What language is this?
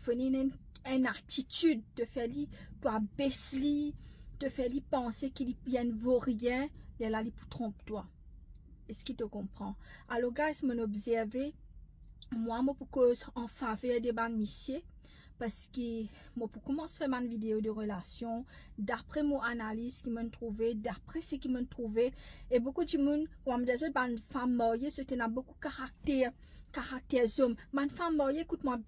Morisyen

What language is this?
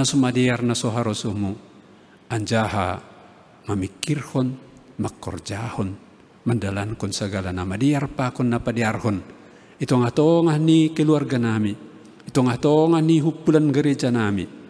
Batak Simalungun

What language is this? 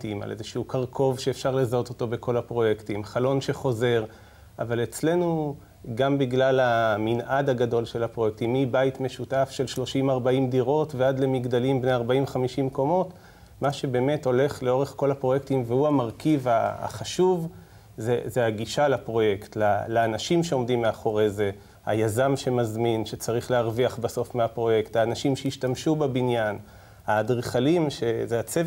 Hebrew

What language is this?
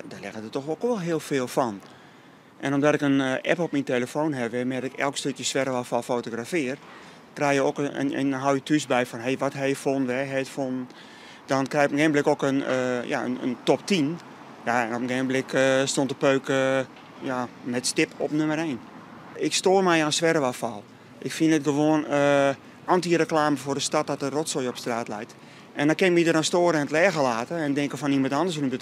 Western Frisian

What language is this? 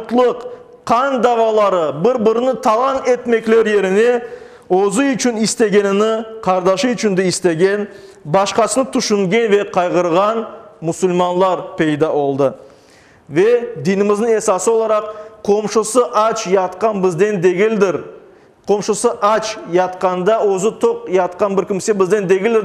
Crimean Tatar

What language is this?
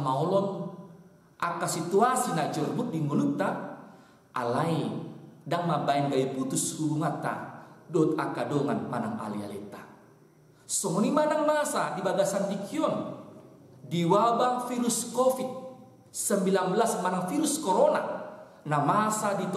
Batak Toba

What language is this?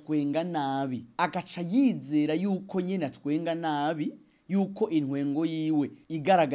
Rundi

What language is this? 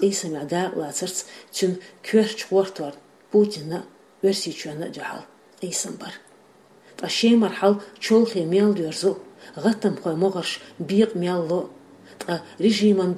Chechen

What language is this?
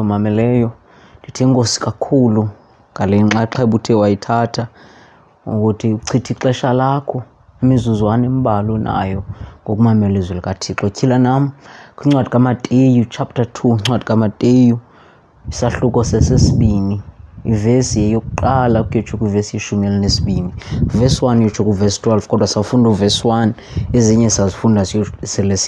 Xhosa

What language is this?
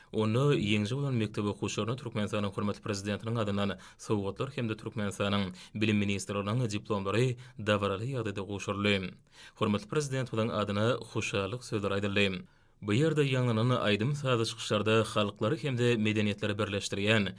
Turkmen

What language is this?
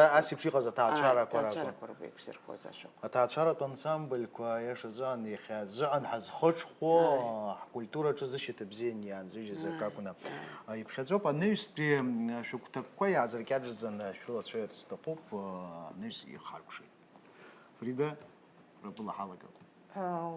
Abkhazian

